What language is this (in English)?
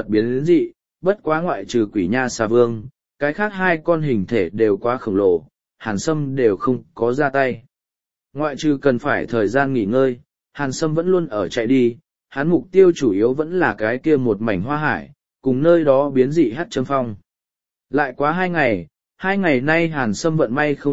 Vietnamese